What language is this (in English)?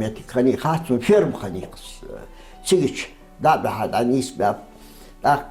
Ingush